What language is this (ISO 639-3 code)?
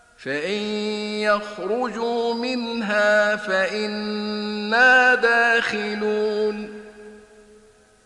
ara